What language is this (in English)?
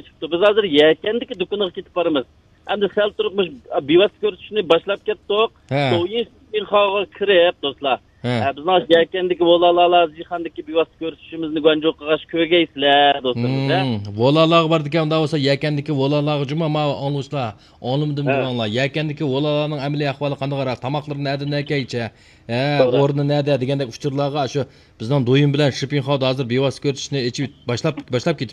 Uyghur